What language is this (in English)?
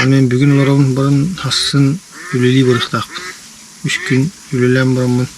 Yakut